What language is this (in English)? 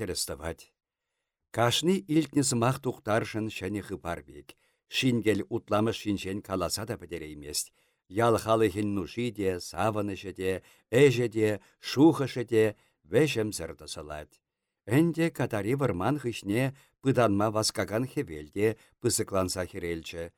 Chuvash